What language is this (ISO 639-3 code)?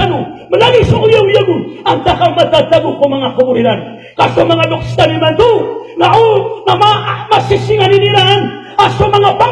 mrw